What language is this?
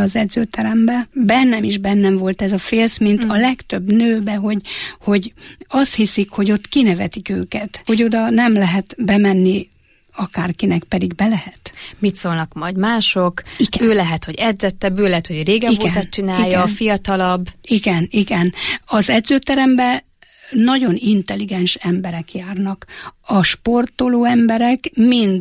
Hungarian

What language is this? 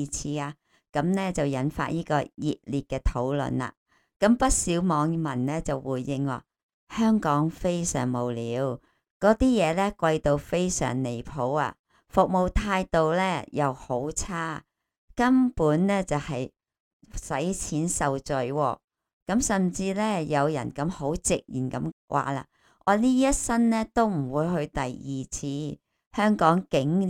Cantonese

